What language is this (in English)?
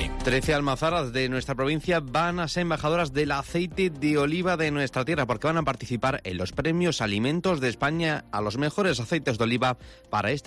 Spanish